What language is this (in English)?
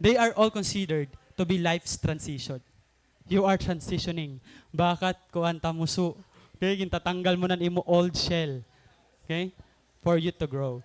Waray